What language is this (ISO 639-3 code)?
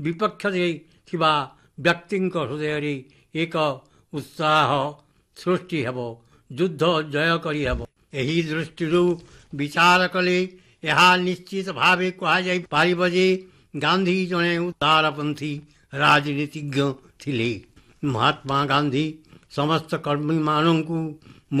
ori